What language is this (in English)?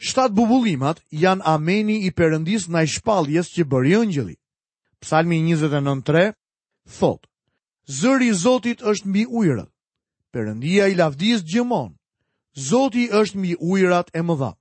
Albanian